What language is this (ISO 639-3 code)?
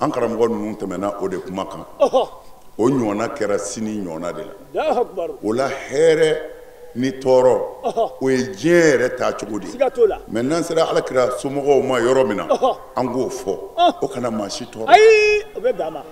bam